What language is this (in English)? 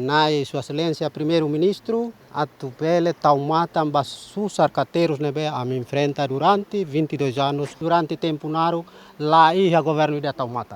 Tetum